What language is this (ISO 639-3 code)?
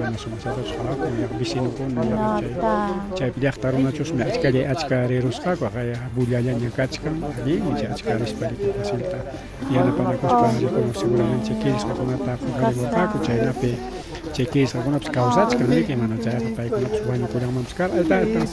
quy